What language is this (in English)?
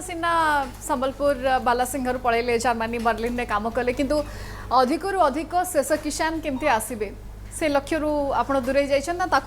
Odia